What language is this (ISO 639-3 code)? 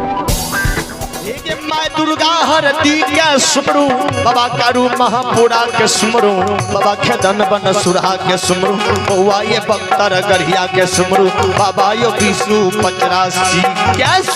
mai